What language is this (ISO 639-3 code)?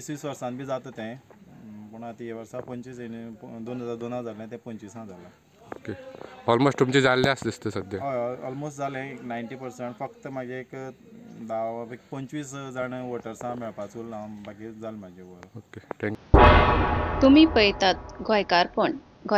kok